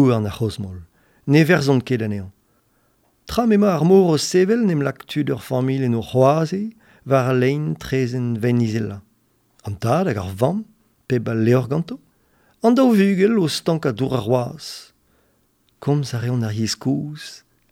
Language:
Breton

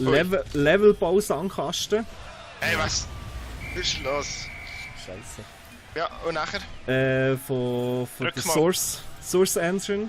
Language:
Swiss German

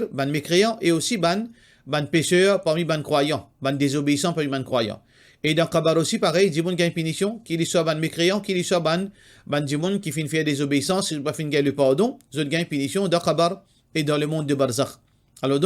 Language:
Morisyen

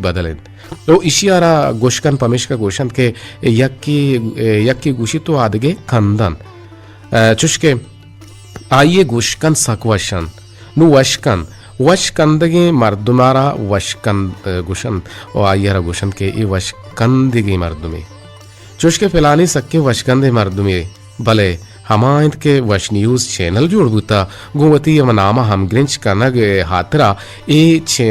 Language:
Eastern Balochi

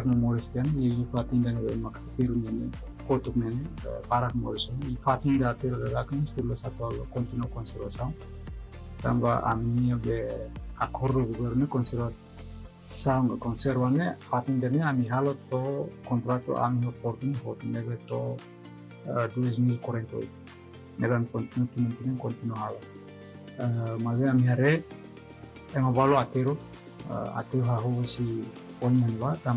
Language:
Tetum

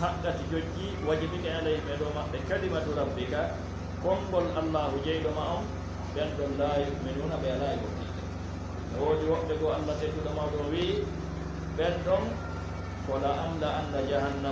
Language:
Fula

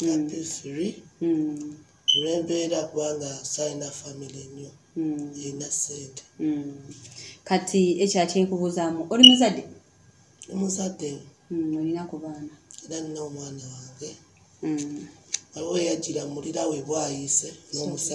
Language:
Ganda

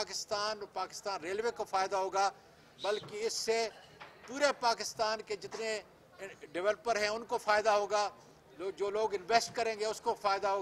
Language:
Urdu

